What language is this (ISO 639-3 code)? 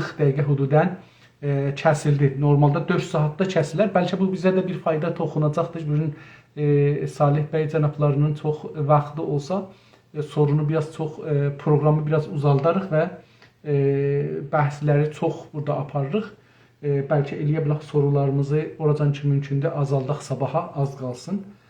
azb